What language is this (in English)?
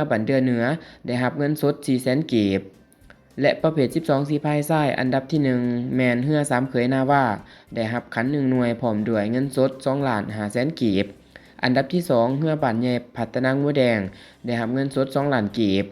Lao